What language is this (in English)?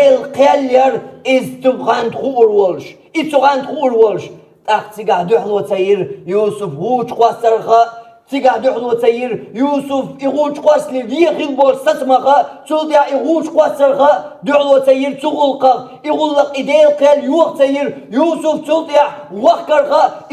Chechen